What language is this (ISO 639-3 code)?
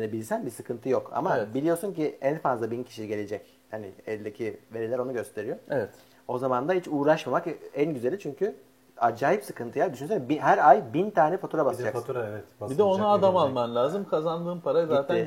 tur